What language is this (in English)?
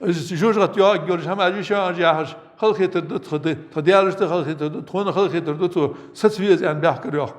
Ingush